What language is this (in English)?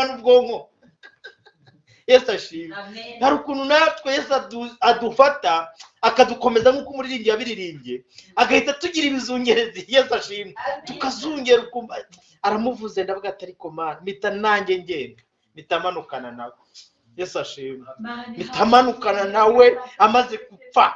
Kinyarwanda